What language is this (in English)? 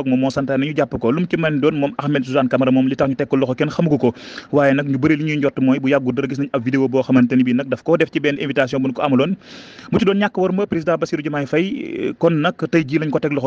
Wolof